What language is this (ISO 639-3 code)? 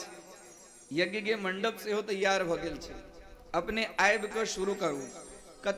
mai